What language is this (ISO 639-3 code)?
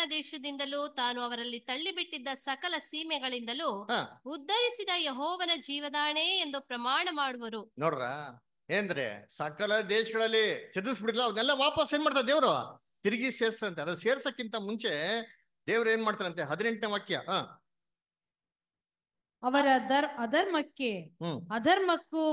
kan